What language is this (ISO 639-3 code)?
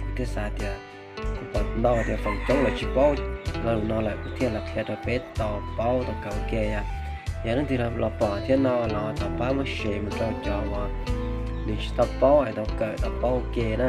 hmn